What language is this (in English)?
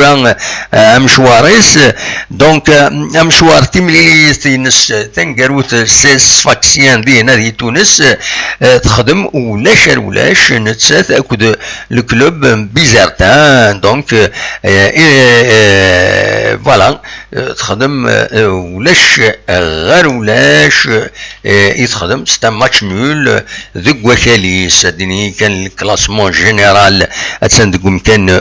Kabyle